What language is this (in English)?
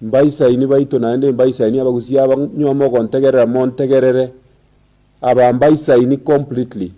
Gusii